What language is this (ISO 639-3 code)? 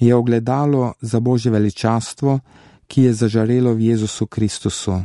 slv